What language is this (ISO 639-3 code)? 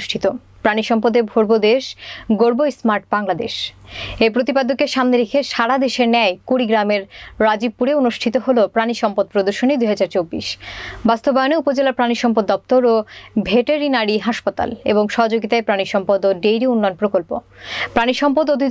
ben